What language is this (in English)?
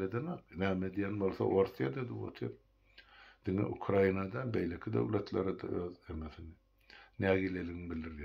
Turkmen